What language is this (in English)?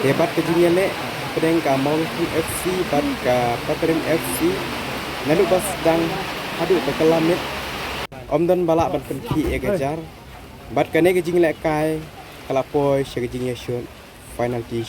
Khasi